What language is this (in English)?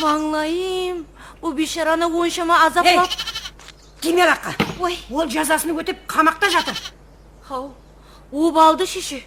Kara-Kalpak